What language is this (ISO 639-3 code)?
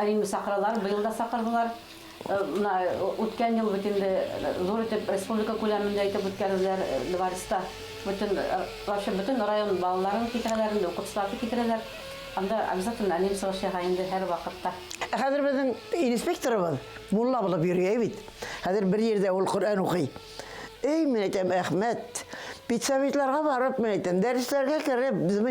bak